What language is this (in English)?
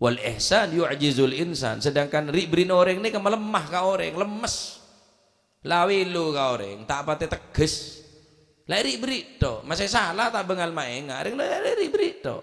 Madurese